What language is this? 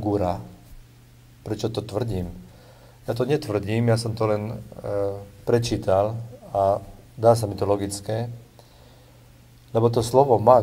Slovak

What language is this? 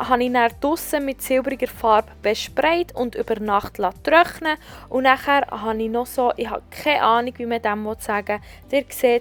Swiss German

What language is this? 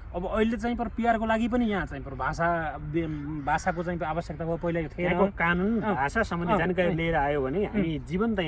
Nepali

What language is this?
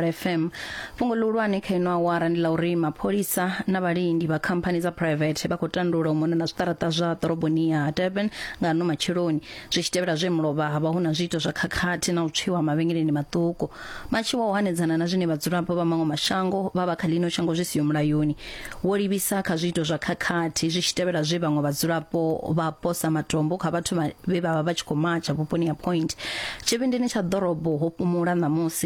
Venda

